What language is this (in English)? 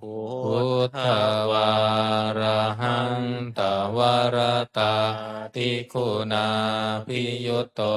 Pali